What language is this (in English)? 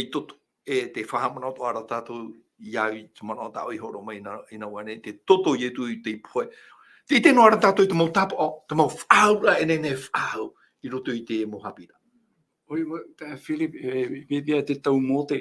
Tahitian